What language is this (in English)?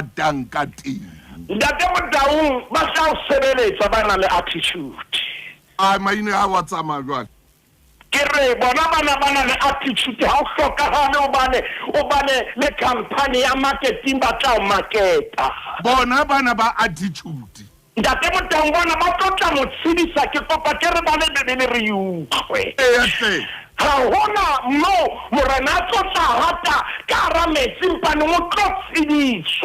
Southern Sotho